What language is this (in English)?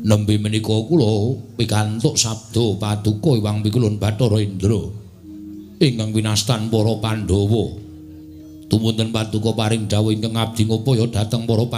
Javanese